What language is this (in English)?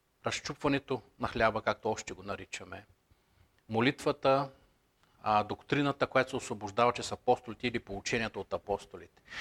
Bulgarian